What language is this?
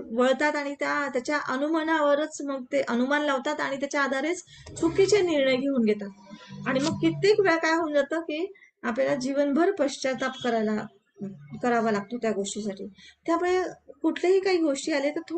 Marathi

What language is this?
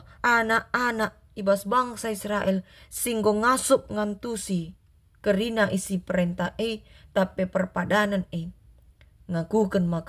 Batak Karo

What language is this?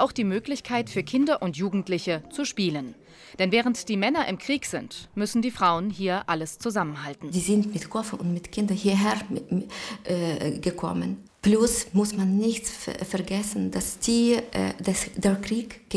German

